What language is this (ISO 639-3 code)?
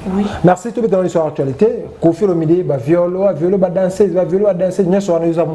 lin